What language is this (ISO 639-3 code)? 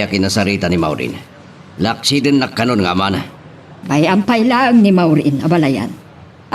ilo